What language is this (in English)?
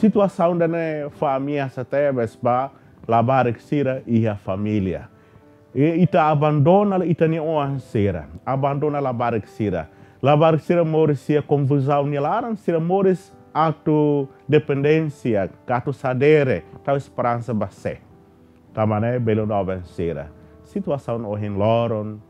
Tetum